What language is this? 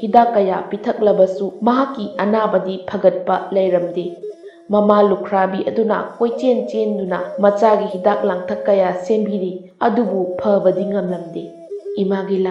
Manipuri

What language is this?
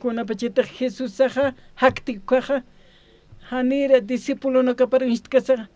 Aymara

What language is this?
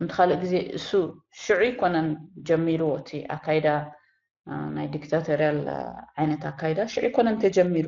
Tigrinya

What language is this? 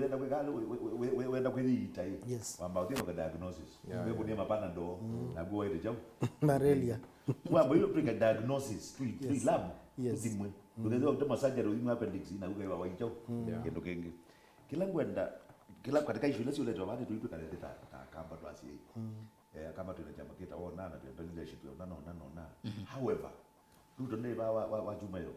Kamba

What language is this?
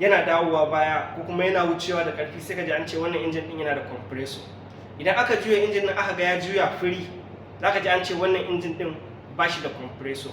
Hausa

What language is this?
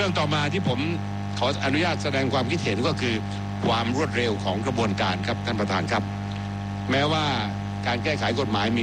Thai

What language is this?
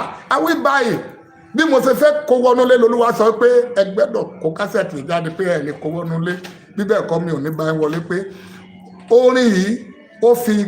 Yoruba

